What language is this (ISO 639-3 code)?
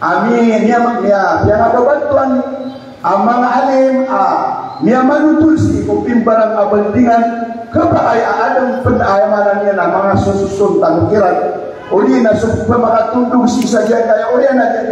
mrw